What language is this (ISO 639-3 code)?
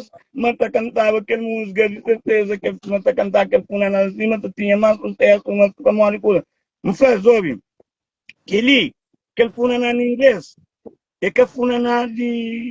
kea